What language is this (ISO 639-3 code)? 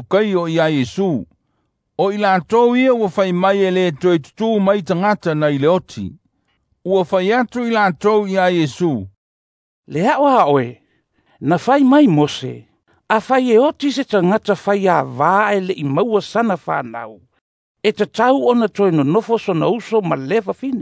smo